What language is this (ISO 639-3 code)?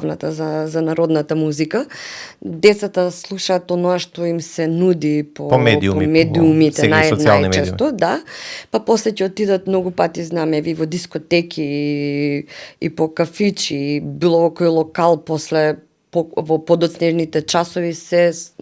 mkd